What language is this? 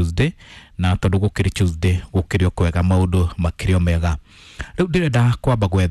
Kikuyu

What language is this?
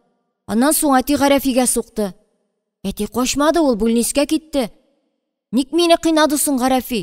Tatar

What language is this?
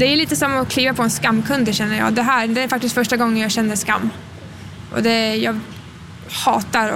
Swedish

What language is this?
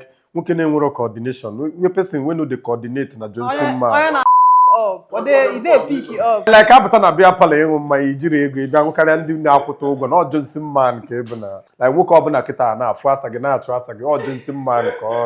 Igbo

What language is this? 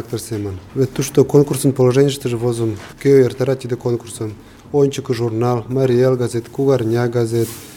Mari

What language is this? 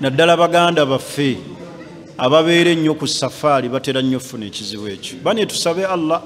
Ganda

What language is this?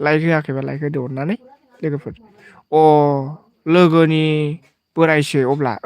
Bodo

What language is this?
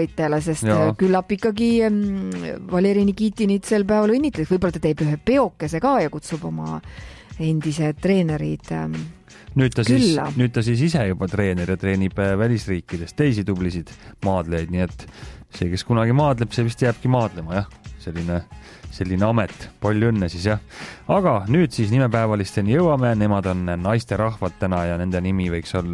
Estonian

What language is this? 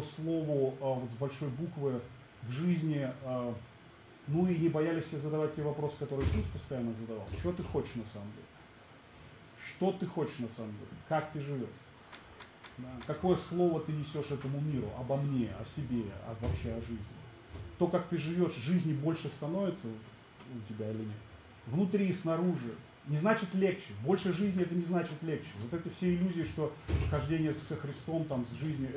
Russian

